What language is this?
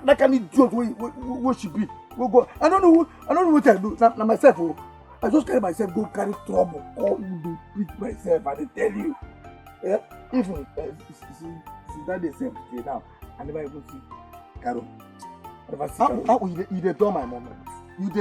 Nigerian Pidgin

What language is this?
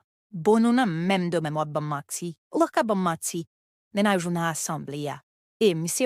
Haitian Creole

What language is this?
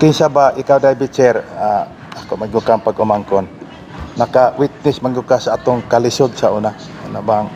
Cebuano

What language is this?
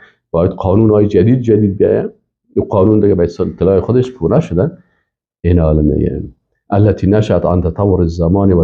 Persian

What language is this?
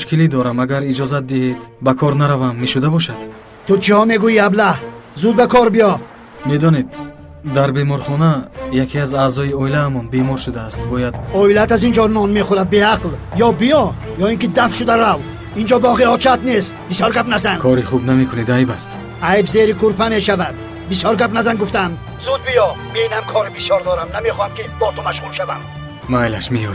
Tajik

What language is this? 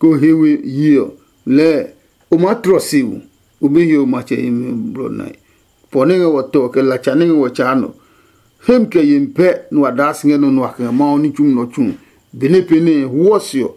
Adangme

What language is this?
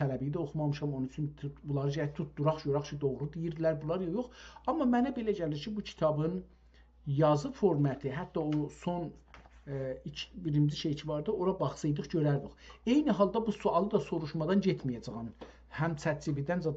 South Azerbaijani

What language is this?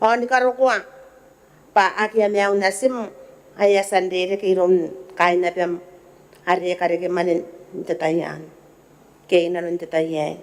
Gilbertese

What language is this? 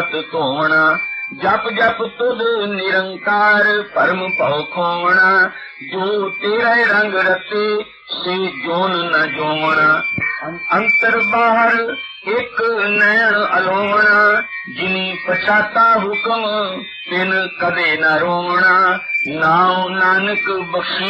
Punjabi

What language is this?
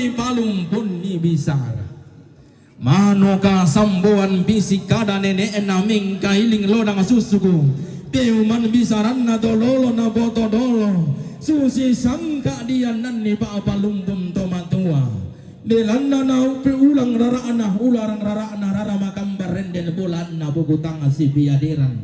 Toraja-Sa'dan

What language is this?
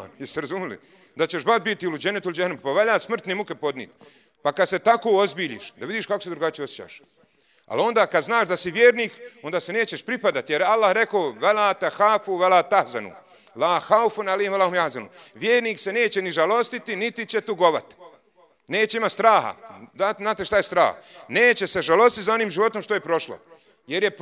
Bosnian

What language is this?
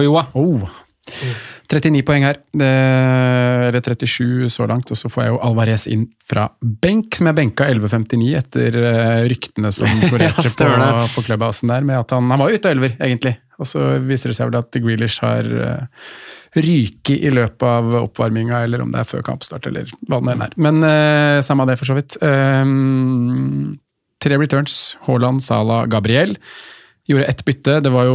Norwegian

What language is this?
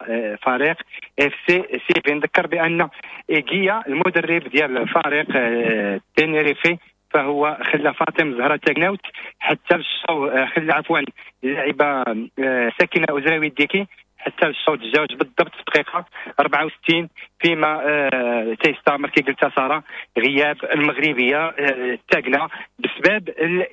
Moroccan Arabic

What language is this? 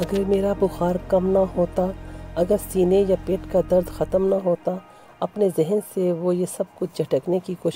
Urdu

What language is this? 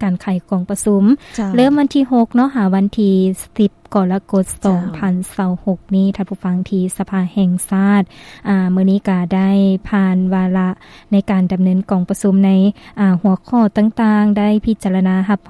Lao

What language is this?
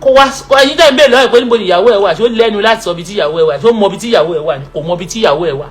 Yoruba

